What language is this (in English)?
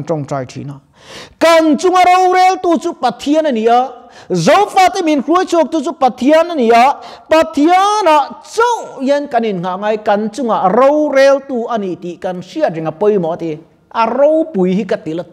Mizo